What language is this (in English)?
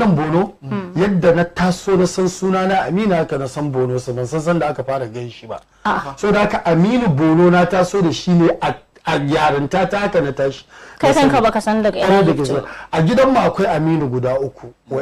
Hausa